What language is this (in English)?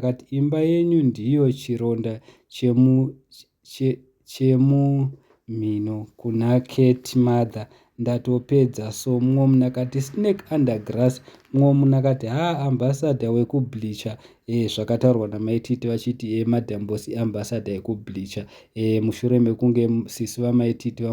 Shona